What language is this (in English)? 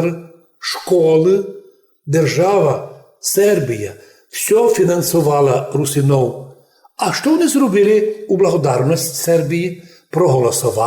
Rusyn